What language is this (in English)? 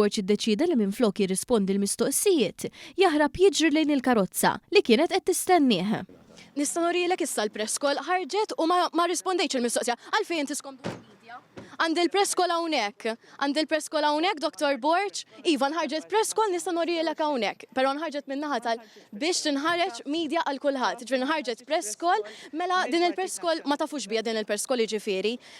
Maltese